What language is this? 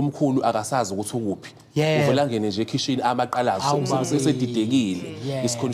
Zulu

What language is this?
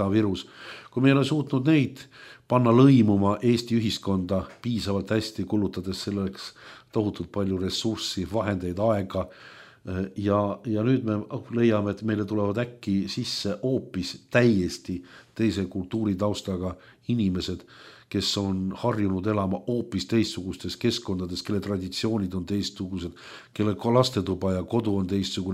Estonian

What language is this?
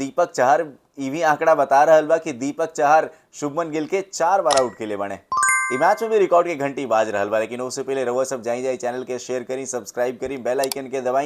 Bhojpuri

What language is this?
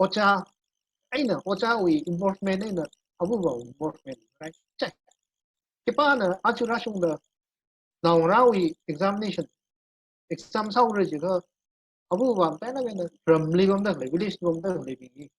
Tangkhul Naga (India)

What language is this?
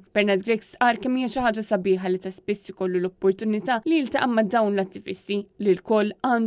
Maltese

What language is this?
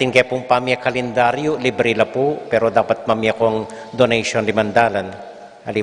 Pampanga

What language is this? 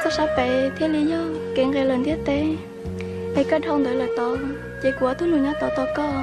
Hmong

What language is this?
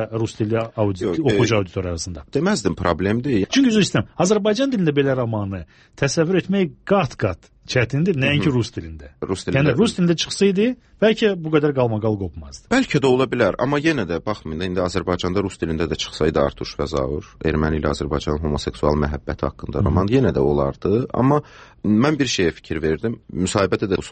Azerbaijani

